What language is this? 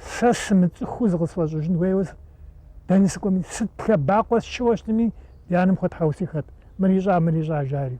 Kabardian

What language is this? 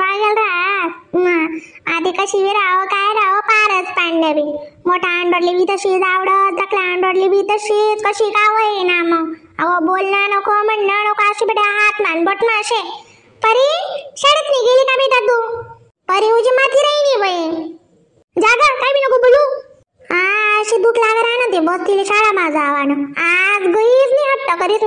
Khandesi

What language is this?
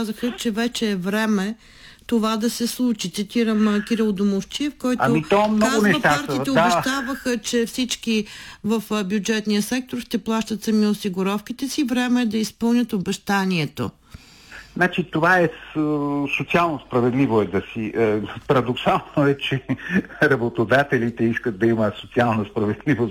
Bulgarian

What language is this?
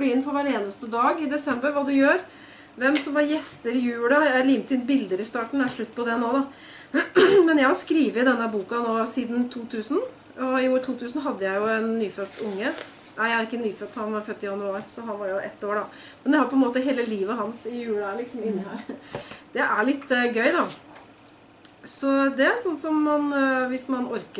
Norwegian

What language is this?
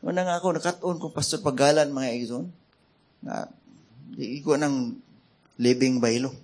Cebuano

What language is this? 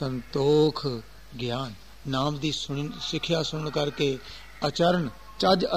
Punjabi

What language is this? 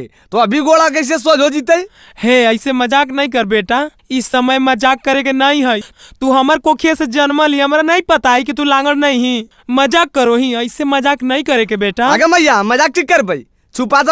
Magahi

